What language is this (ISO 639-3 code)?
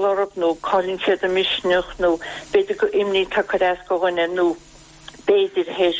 gle